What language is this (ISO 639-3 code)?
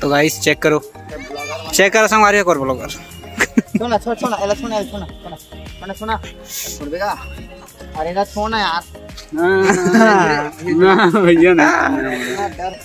hne